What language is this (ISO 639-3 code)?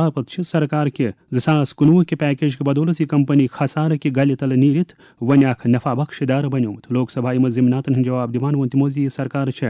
kas